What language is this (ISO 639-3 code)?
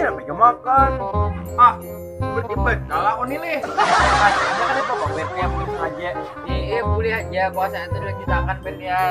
bjn